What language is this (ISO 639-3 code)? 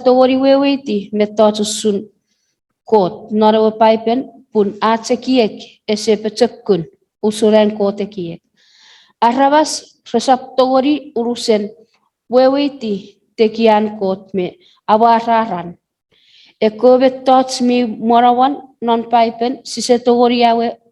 chk